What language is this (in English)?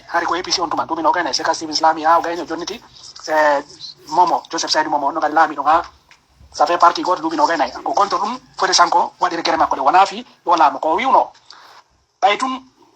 Fula